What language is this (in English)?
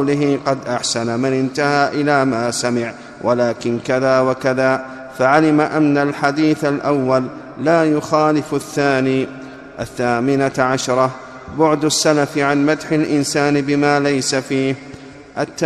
Arabic